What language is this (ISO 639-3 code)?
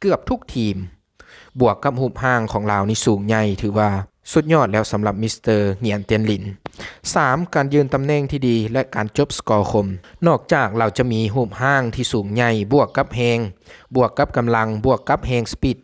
lao